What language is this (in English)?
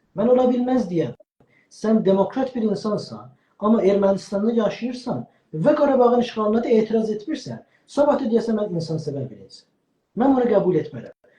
South Azerbaijani